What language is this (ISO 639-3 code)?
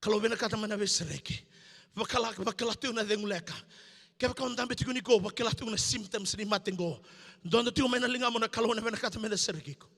fij